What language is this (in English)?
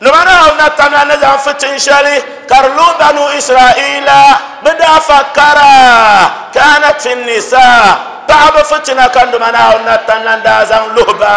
Dagbani